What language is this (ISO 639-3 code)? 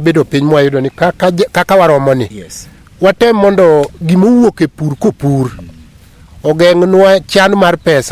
luo